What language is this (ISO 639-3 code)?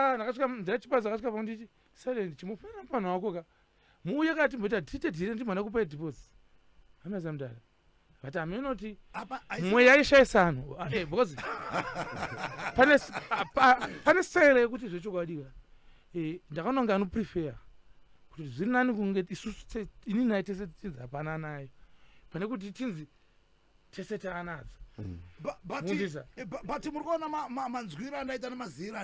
sna